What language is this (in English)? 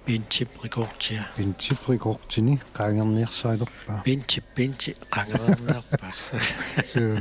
Kalaallisut